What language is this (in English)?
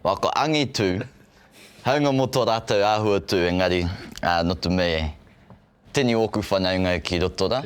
Māori